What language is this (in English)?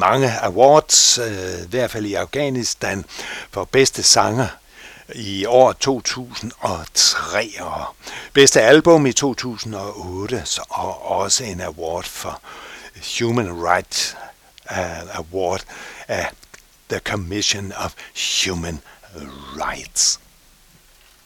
Danish